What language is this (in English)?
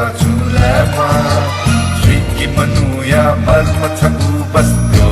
Newari